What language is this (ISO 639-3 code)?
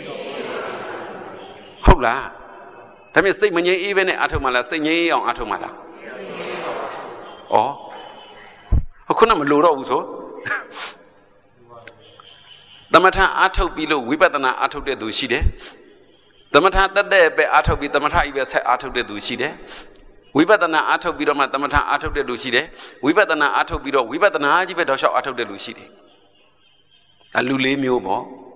mya